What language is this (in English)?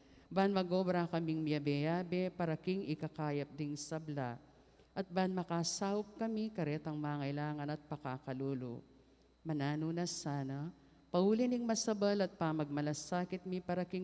Pampanga